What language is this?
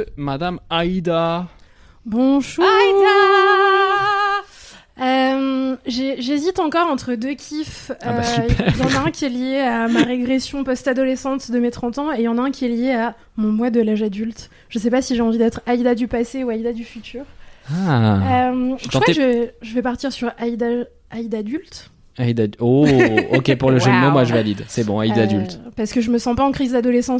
French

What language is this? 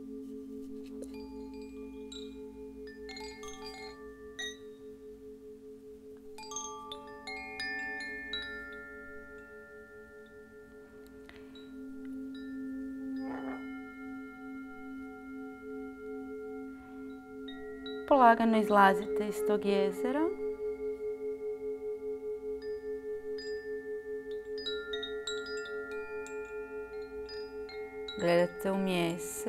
Croatian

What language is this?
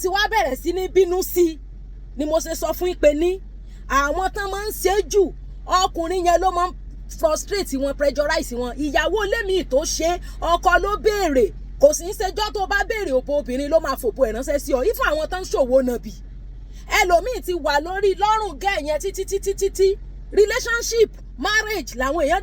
Yoruba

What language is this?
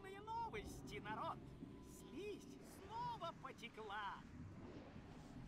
Russian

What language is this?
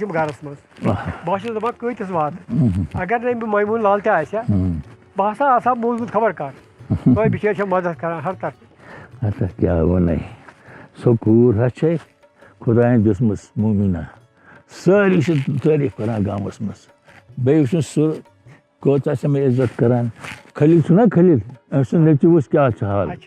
Kashmiri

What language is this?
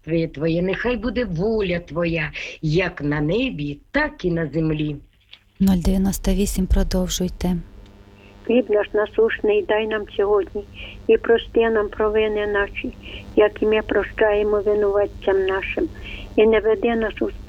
Ukrainian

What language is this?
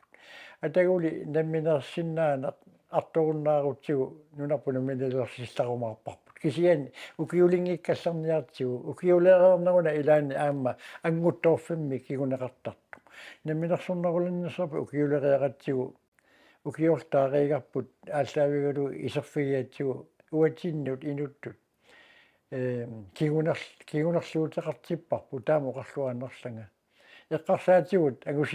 Kalaallisut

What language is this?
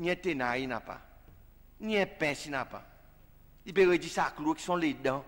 Seselwa Creole French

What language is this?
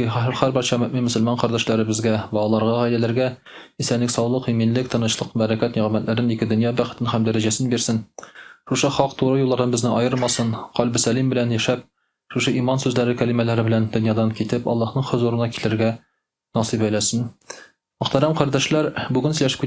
Tatar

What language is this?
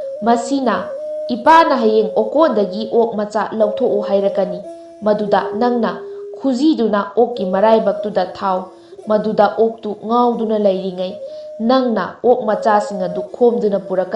Manipuri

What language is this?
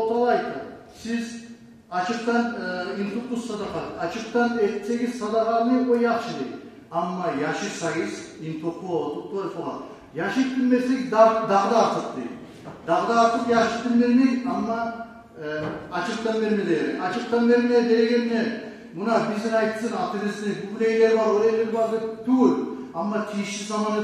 Kumyk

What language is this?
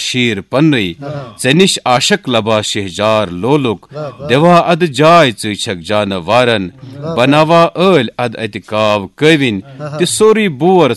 Kashmiri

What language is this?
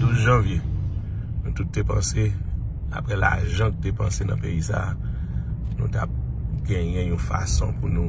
Haitian Creole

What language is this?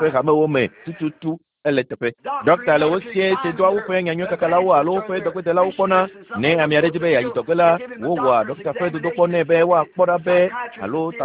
Ewe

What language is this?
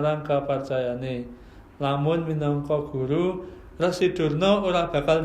Javanese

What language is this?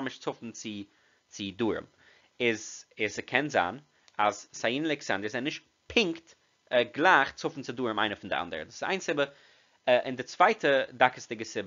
Yiddish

